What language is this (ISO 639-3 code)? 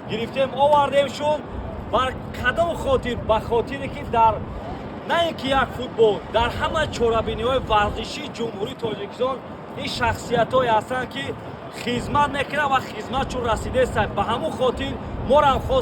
tgk